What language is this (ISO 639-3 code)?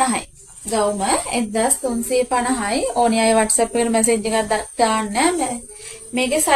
sin